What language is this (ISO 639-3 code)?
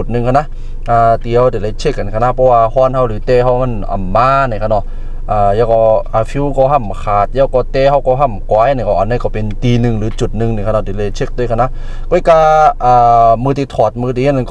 shn